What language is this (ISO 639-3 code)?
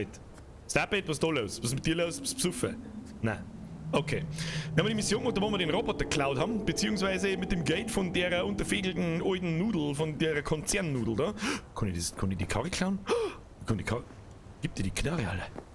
bar